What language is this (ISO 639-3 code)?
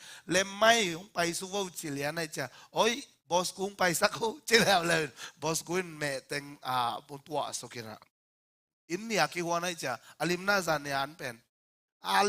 ctd